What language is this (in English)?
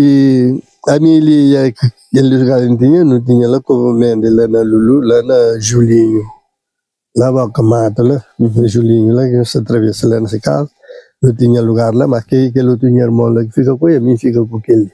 Kabuverdianu